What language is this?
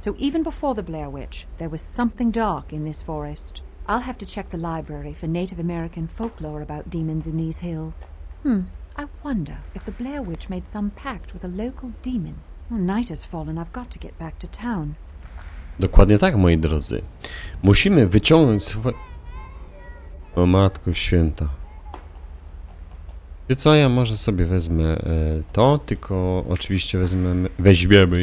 Polish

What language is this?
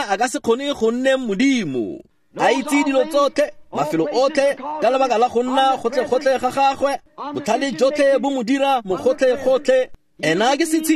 Tswana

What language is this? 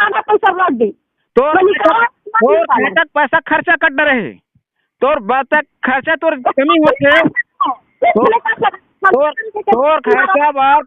Chhattisgarhi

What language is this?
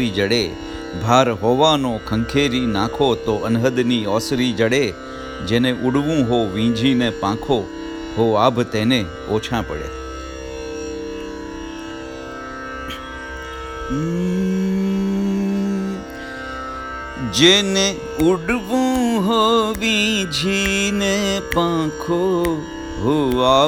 Gujarati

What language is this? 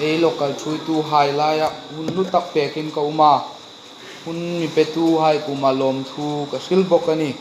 Hmar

